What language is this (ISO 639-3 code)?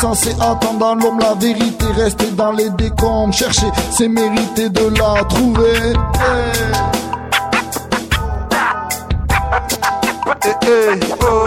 fra